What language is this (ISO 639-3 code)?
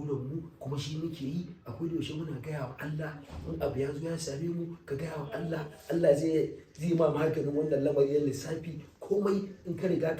hau